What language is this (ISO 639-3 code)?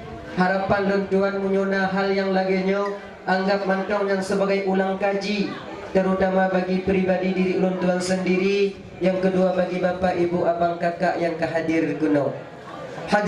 ace